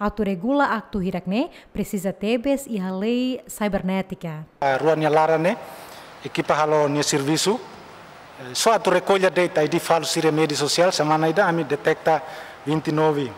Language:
Tetum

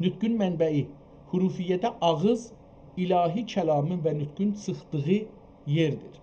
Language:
South Azerbaijani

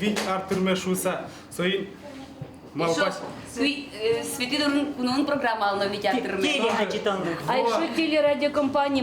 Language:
Udmurt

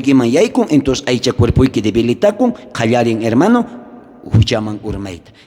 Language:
South Bolivian Quechua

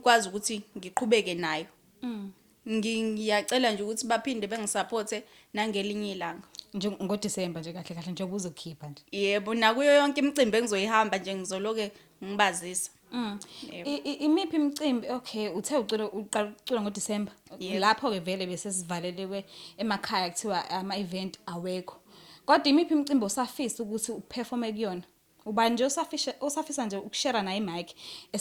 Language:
Zulu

